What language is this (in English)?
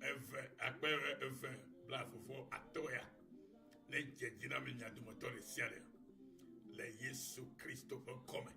Ewe